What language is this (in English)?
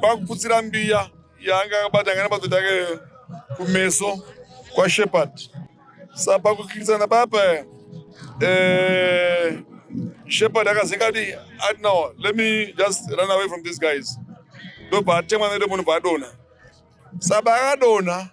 Shona